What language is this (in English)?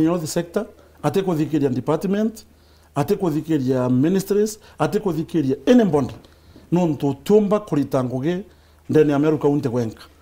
Meru